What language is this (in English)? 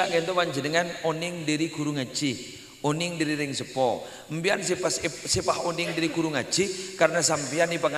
Madurese